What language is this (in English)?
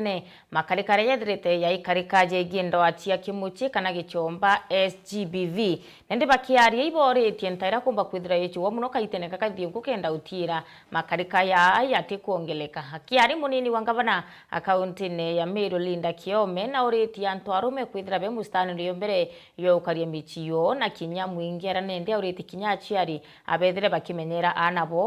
Meru